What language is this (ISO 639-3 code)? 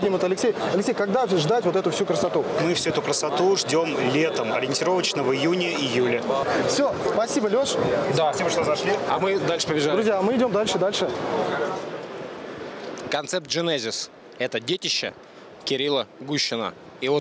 rus